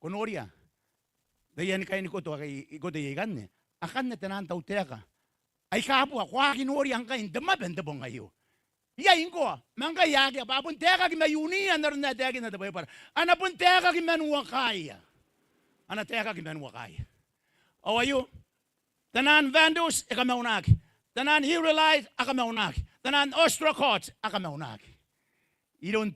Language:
Gilbertese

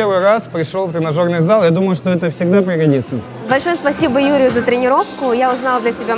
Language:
Russian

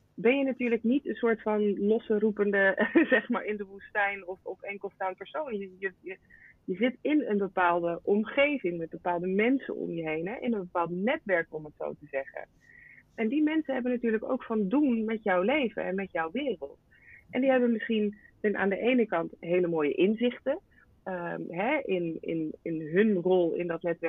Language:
Dutch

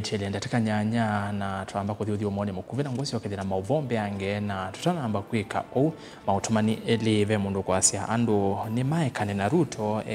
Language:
Kamba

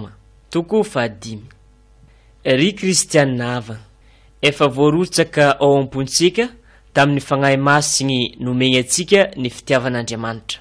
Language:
Malagasy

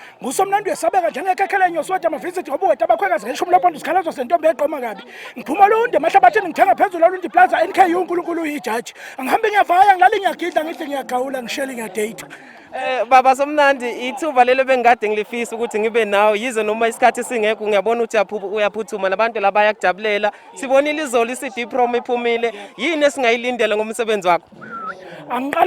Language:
Zulu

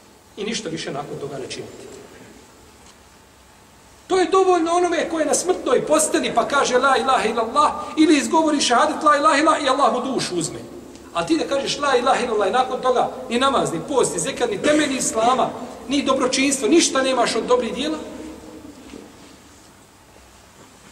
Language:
Bosnian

